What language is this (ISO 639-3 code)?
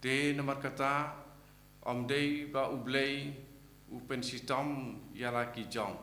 kha